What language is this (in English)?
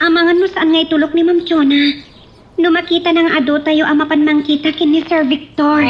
Iloko